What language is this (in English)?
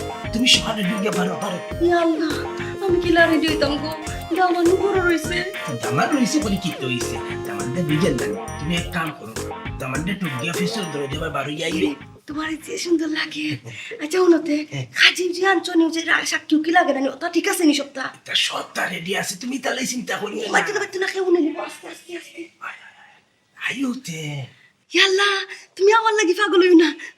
Sylheti